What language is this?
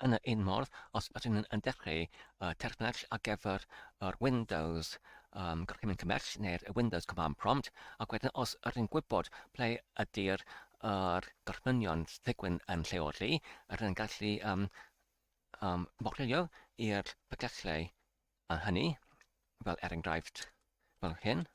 Welsh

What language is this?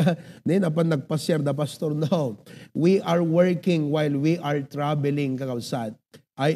Iloko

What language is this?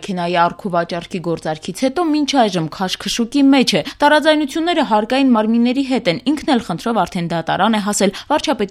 Armenian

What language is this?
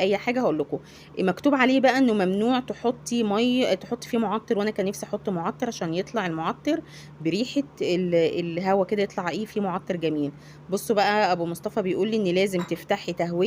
Egyptian Arabic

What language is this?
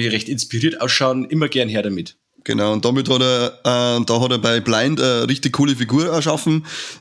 Bavarian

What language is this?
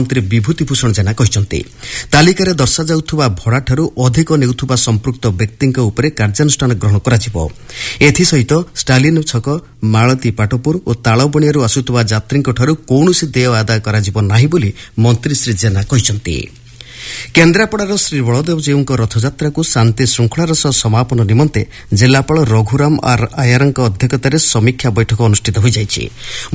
Odia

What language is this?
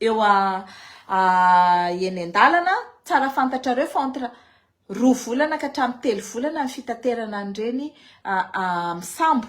Malagasy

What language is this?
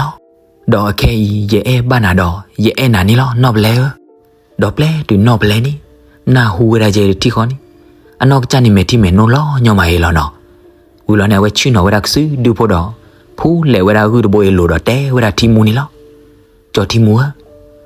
S'gaw Karen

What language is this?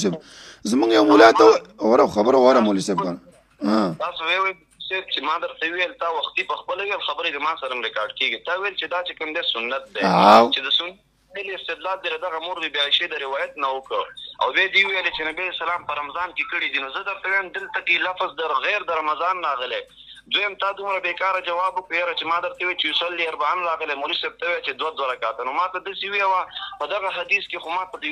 Pashto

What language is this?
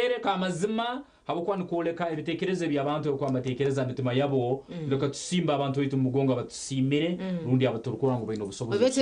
Nyankole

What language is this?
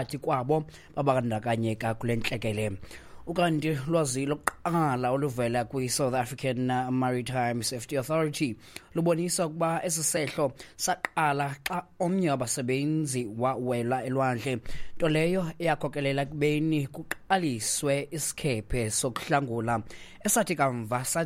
Xhosa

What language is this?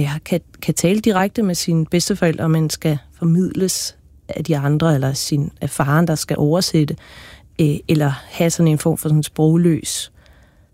Danish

